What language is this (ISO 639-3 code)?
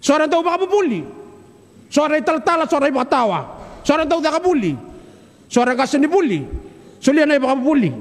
fij